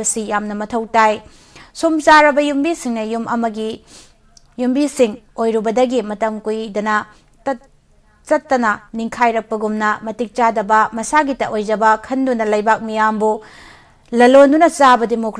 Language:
Manipuri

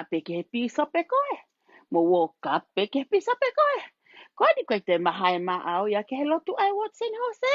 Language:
Tongan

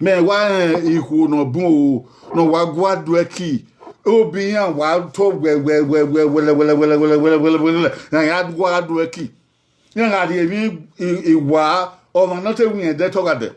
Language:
Bini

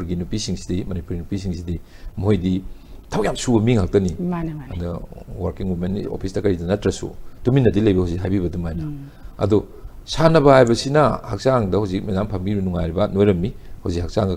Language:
Manipuri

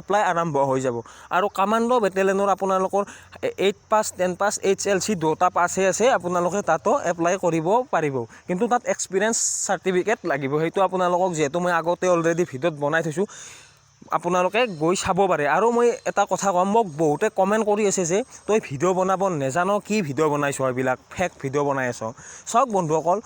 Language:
Assamese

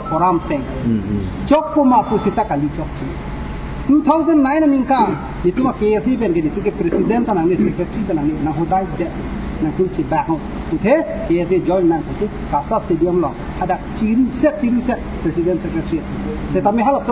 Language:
Karbi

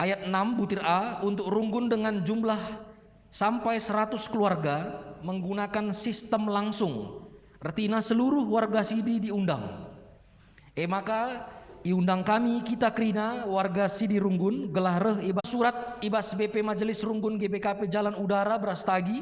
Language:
Batak Karo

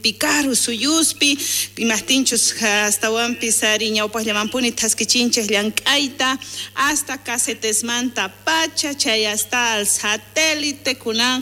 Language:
South Bolivian Quechua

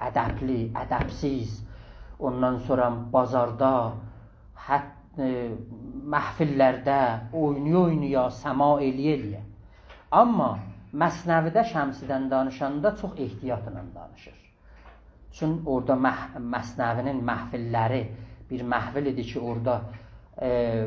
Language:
South Azerbaijani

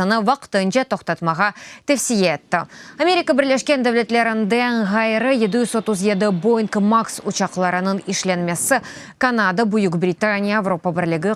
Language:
Crimean Tatar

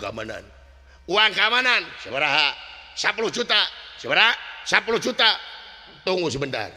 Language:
Sundanese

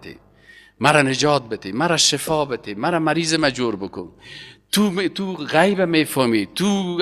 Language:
Persian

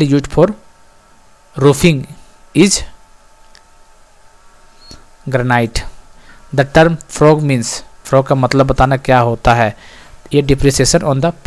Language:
Hindi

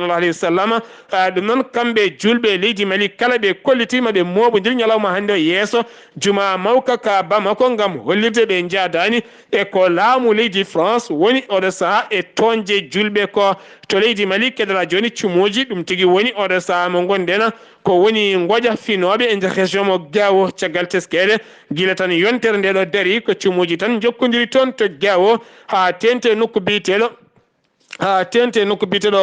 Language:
Fula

